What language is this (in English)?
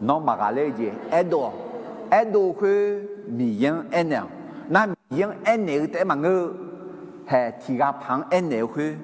Akha